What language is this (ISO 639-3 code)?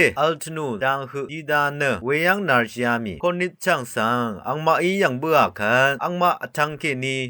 raw